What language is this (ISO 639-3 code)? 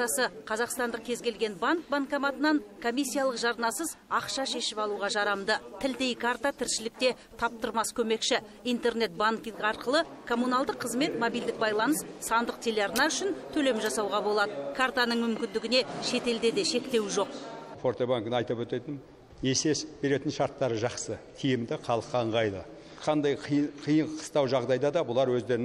kaz